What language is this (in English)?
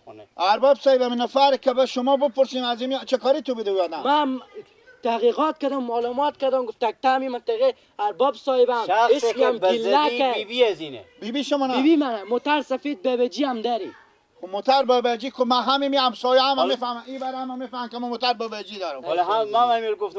Persian